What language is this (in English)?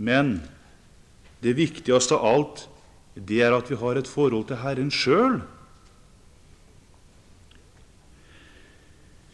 Norwegian